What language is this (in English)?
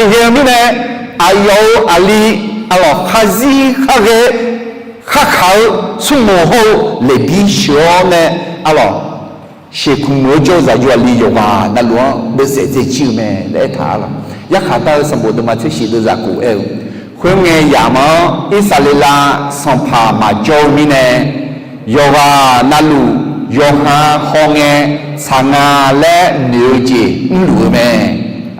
Akha